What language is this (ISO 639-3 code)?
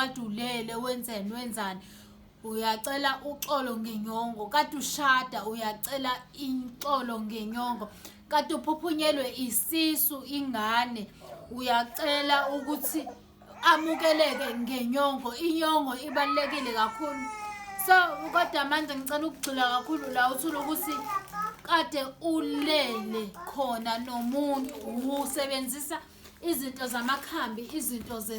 zul